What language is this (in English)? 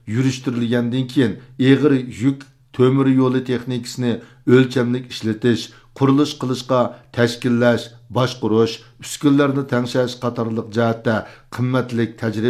Uyghur